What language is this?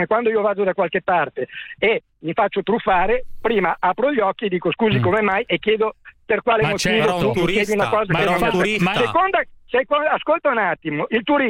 Italian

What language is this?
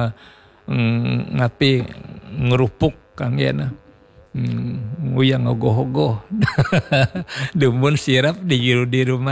Balinese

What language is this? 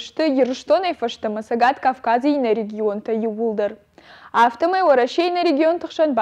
Ossetic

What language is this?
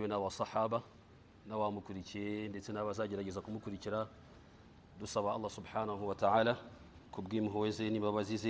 Kinyarwanda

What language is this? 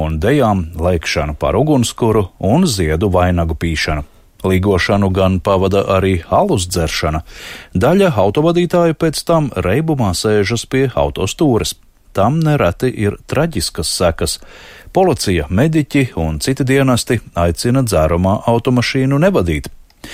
Latvian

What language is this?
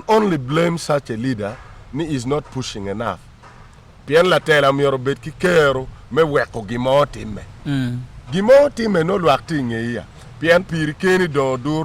Acoli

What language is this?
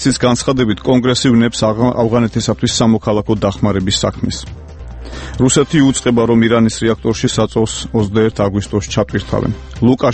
Georgian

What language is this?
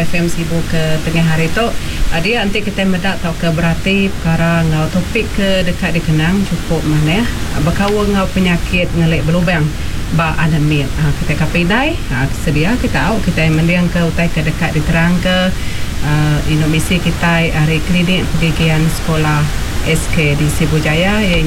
Iban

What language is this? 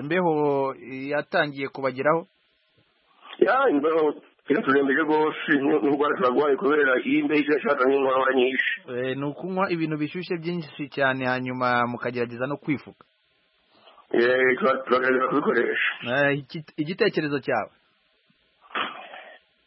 Kinyarwanda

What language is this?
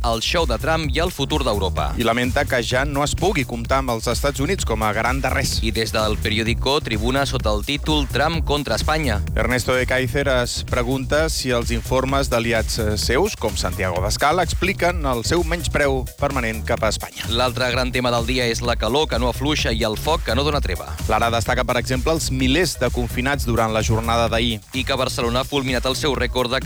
Catalan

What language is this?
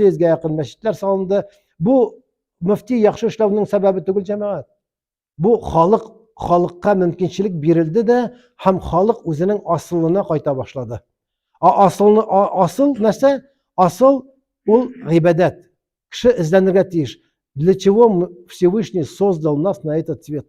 Tatar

